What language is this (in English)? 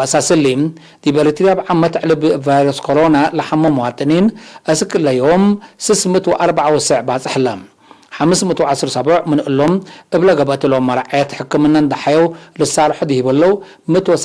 Tigre